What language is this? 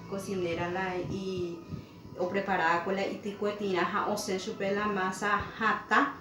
Guarani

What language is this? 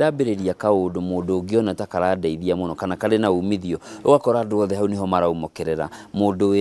Kikuyu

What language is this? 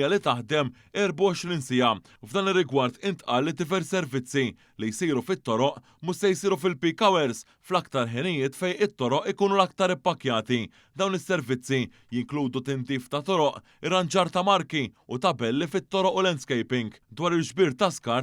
Maltese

